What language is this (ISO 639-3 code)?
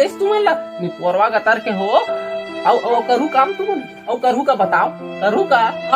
hne